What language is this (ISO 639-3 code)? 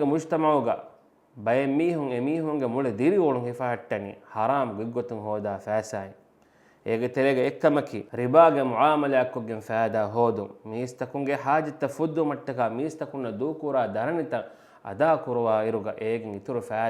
div